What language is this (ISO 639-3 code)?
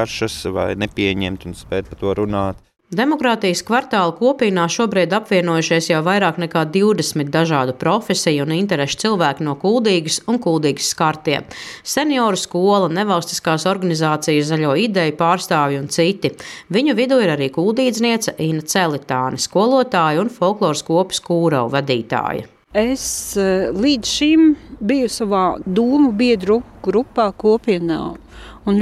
lav